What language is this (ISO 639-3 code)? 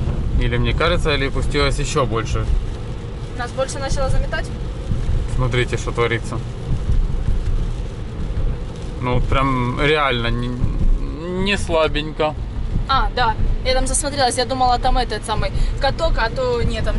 rus